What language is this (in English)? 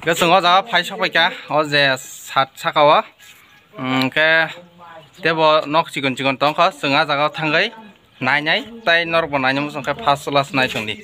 Kok Borok